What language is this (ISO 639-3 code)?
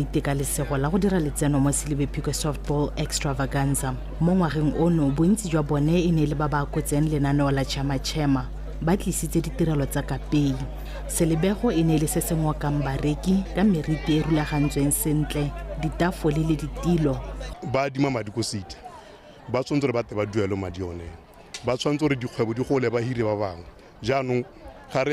tsn